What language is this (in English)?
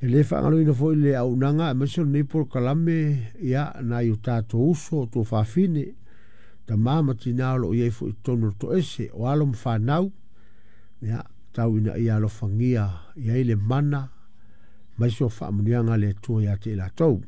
Samoan